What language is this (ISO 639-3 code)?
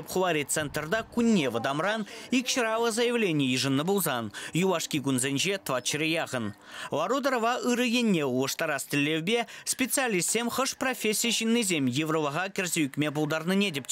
chv